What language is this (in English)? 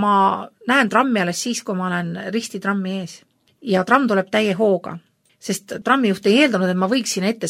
Estonian